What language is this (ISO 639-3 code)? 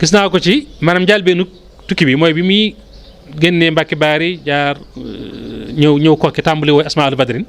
wol